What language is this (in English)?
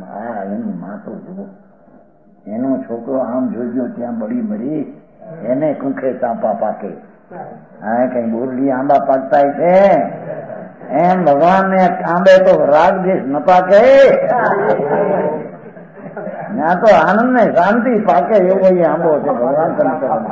Gujarati